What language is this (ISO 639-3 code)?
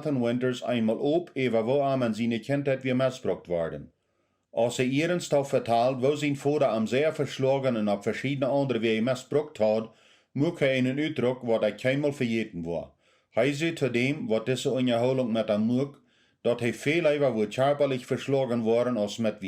pdt